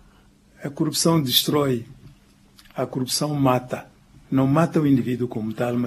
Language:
Portuguese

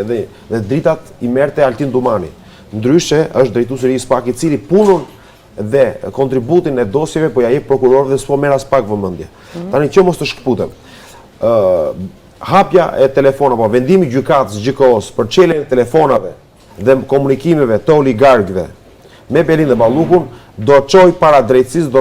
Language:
Albanian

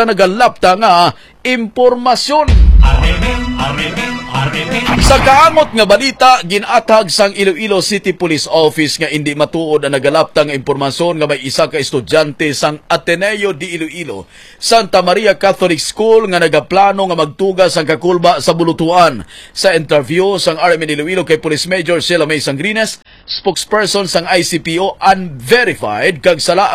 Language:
Hiligaynon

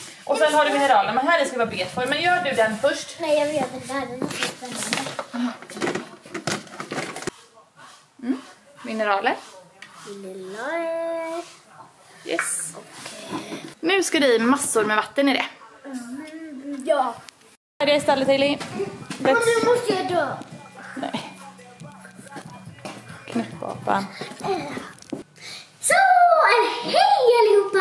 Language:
Swedish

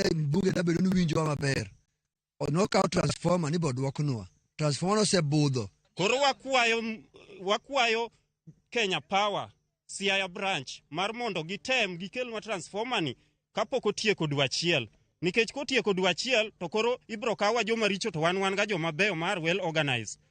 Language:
Luo (Kenya and Tanzania)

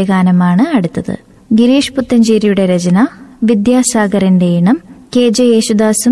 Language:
Malayalam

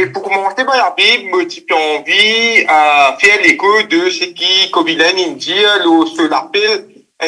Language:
Morisyen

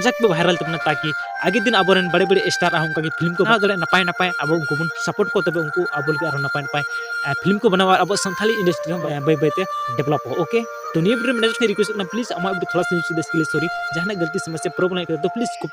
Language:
Santali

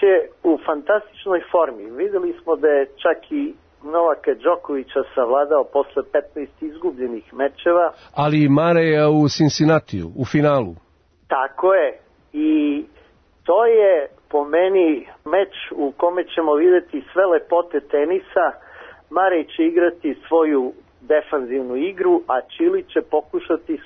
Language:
Serbian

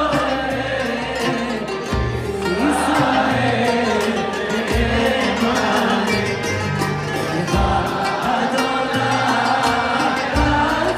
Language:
Hebrew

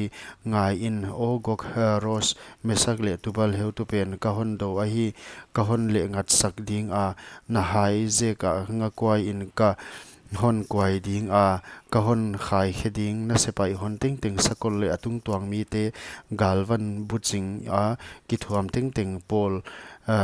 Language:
Paite Chin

